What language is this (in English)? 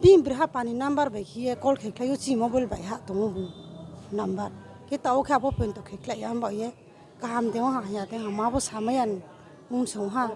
Riang (India)